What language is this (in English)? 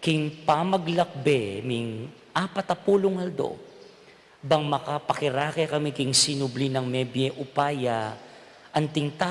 Pampanga